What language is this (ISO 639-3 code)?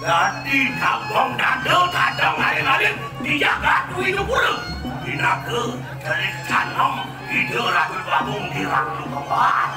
ban